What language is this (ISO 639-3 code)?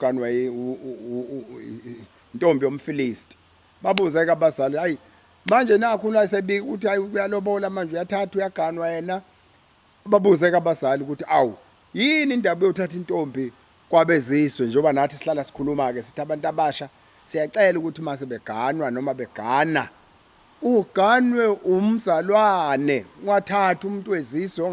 zul